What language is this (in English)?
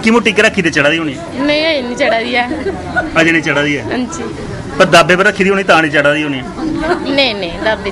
Dogri